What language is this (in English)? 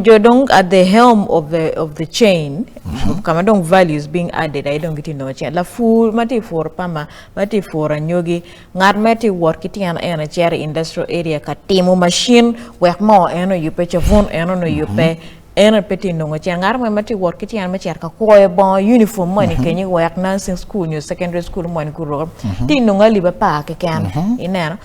Acoli